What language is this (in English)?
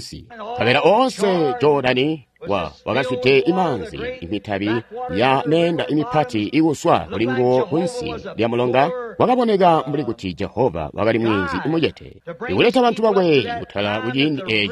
Tonga (Zambia)